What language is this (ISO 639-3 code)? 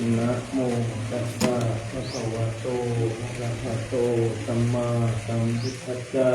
pli